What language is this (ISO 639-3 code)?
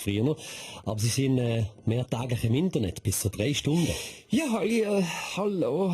gsw